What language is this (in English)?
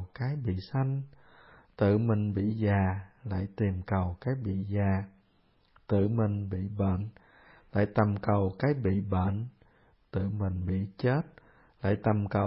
Vietnamese